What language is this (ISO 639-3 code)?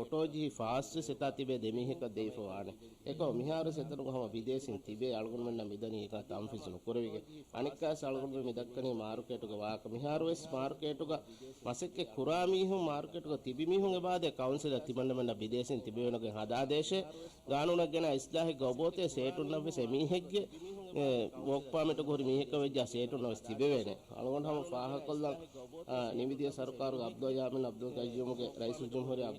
div